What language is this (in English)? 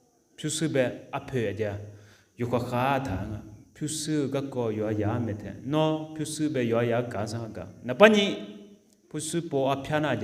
Akha